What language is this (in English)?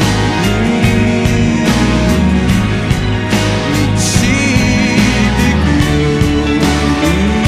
Japanese